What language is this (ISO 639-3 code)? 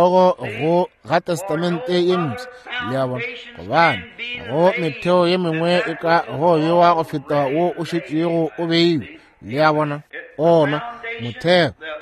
nso